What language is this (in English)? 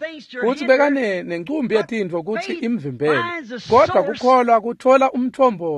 Swati